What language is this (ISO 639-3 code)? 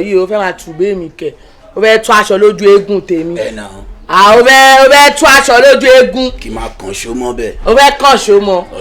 yor